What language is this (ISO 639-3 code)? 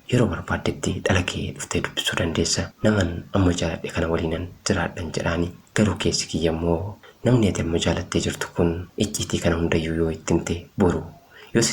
orm